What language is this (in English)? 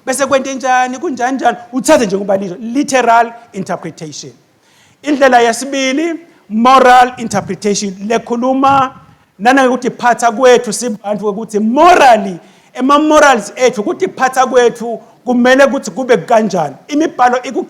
Swati